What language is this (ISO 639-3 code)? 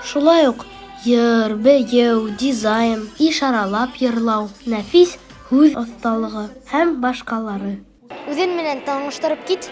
bak